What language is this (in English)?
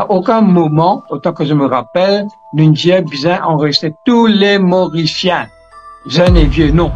Morisyen